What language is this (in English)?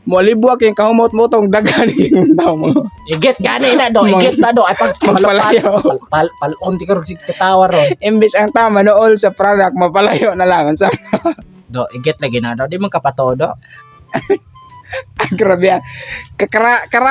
Cebuano